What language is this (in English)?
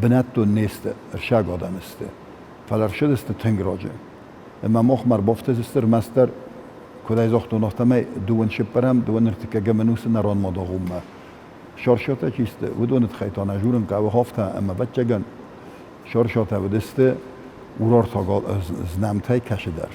Ossetic